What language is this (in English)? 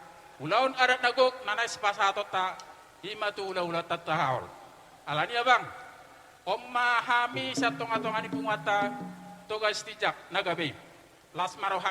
Batak Toba